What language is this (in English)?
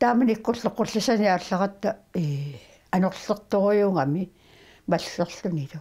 Kalaallisut